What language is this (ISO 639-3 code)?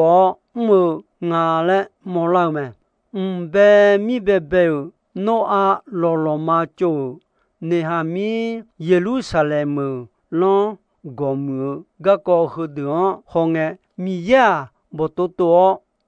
ahk